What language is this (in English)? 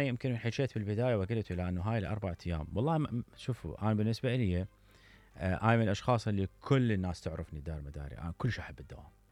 Mesopotamian Arabic